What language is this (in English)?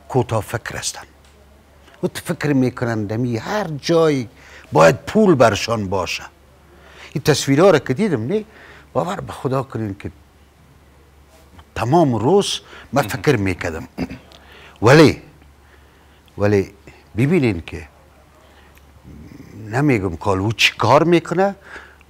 Persian